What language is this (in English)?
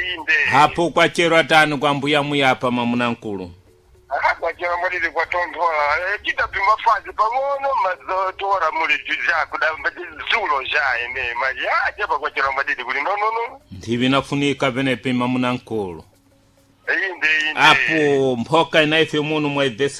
Sena